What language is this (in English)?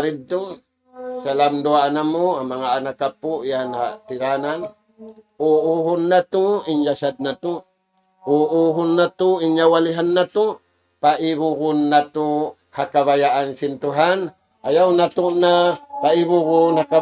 Tausug